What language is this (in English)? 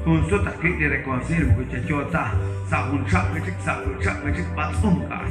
Kekchí